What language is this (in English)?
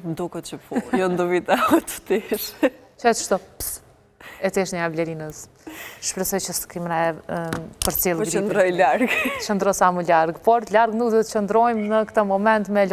Albanian